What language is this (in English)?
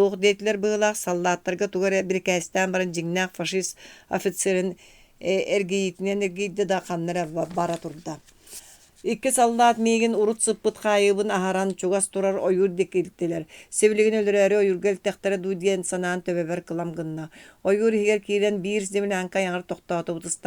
Yakut